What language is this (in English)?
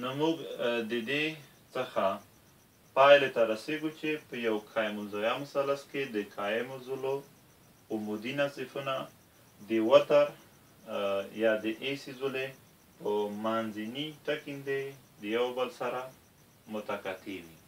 Pashto